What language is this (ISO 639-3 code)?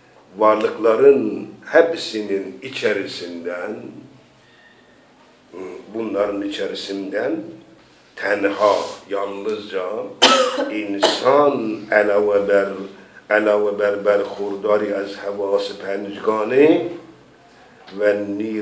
tur